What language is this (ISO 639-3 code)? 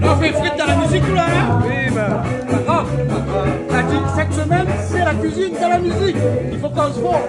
rcf